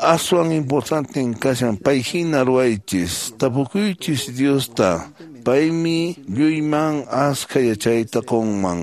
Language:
Quechua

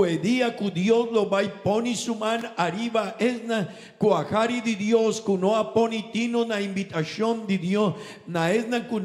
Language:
Papiamento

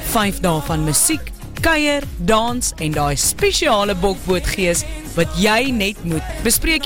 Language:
Afrikaans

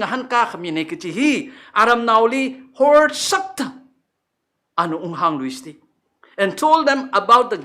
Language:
Tangkhul Naga (India)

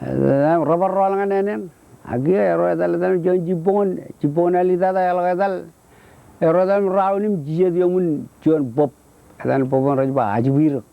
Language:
Marshallese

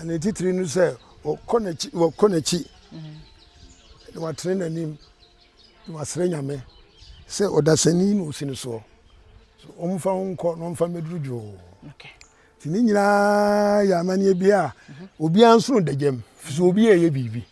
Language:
Akan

